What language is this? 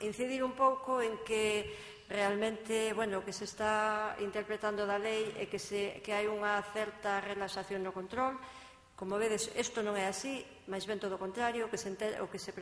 Galician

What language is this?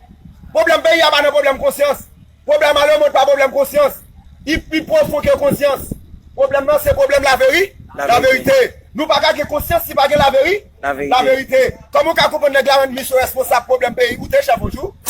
Haitian Creole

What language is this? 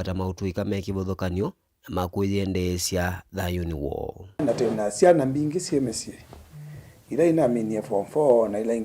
Kamba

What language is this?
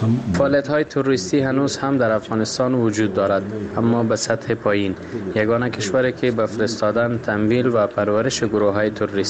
Persian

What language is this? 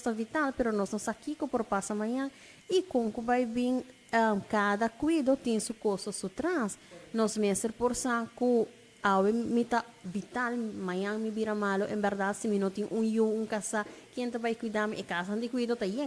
Papiamento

